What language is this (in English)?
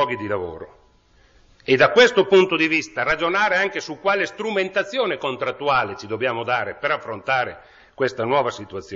Italian